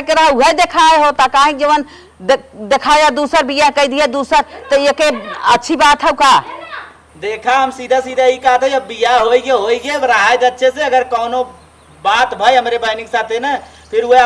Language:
Awadhi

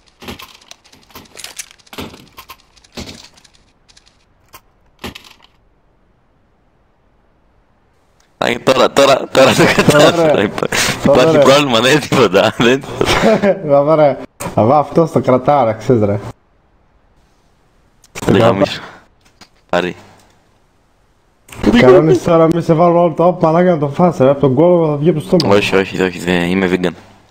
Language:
Greek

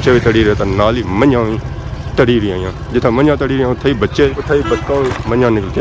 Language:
Pahari-Potwari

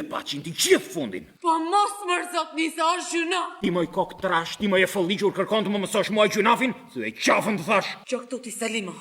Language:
Albanian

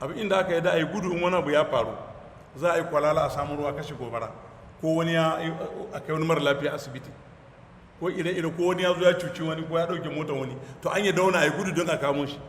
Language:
Hausa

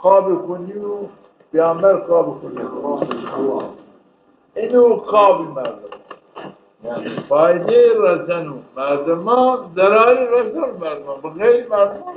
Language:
Zaza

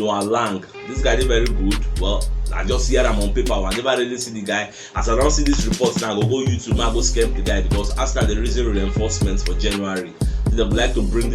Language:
Nigerian Pidgin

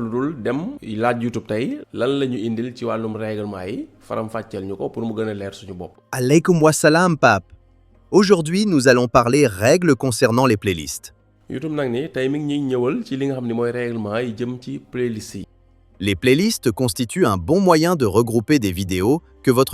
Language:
Wolof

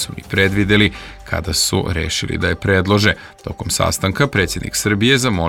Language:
Serbian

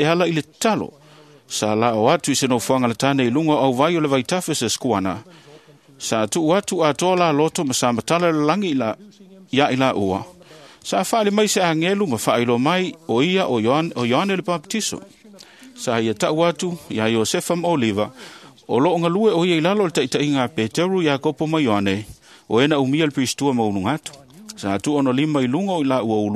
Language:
Samoan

